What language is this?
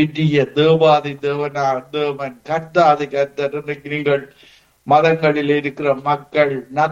Tamil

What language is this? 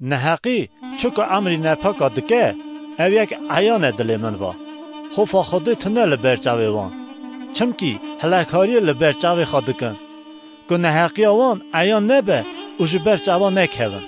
Kurdish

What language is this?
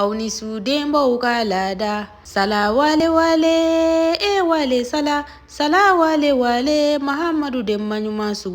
Bambara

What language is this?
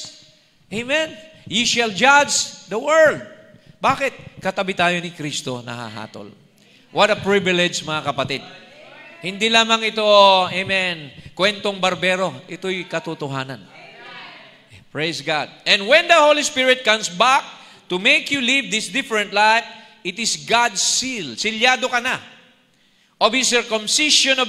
Filipino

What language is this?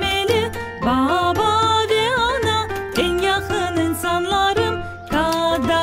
Crimean Tatar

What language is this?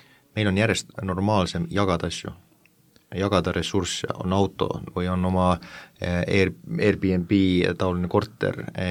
Estonian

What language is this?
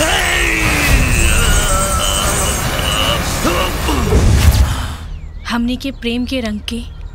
Bhojpuri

